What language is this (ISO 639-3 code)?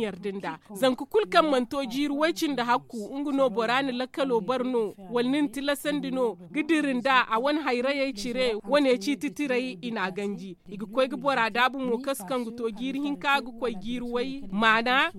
dje